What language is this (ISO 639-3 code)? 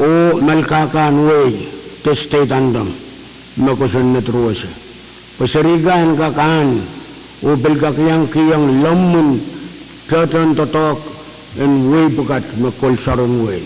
pon